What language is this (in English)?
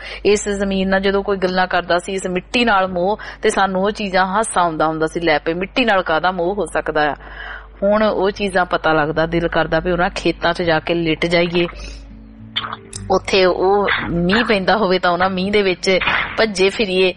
Punjabi